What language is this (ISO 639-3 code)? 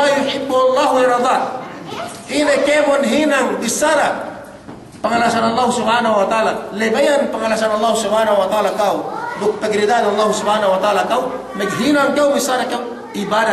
yka